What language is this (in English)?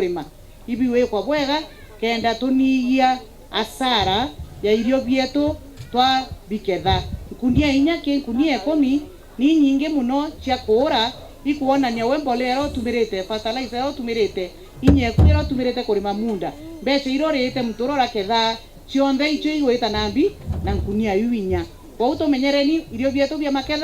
Meru